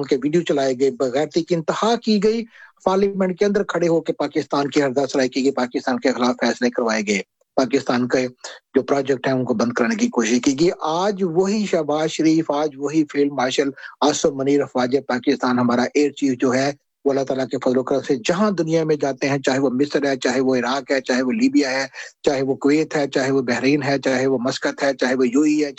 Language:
Urdu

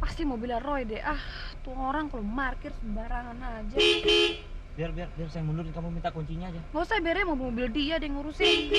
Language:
Betawi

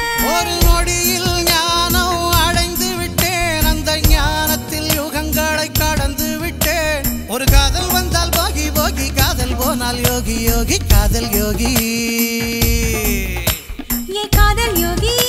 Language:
Tamil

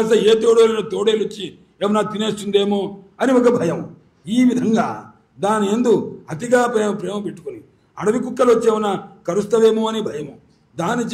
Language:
Telugu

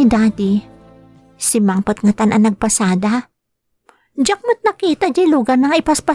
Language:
Iloko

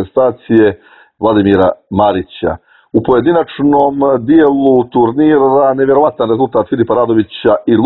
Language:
Serbian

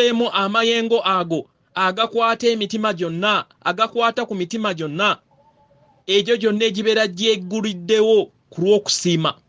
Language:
Ganda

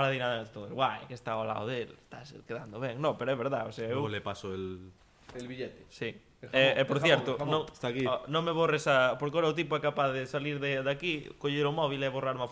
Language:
Galician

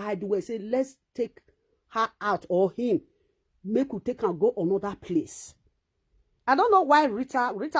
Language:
Nigerian Pidgin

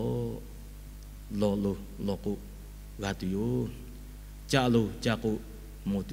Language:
Lahu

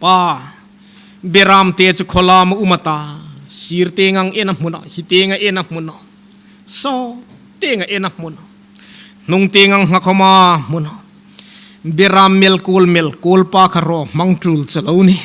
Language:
Hmar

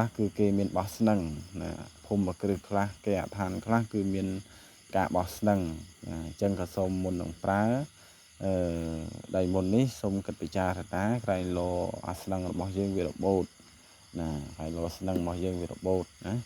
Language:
Khmer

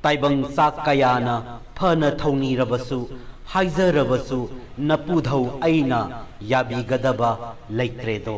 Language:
Manipuri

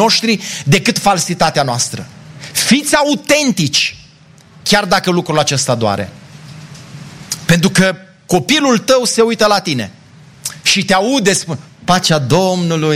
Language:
Romanian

